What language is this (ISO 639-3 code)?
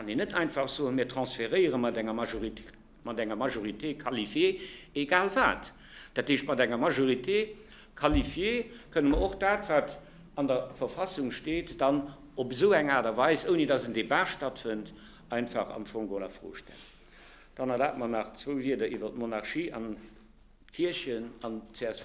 ltz